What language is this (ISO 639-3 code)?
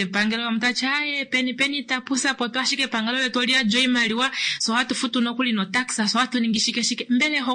kua